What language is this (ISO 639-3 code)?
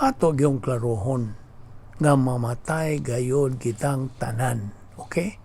ceb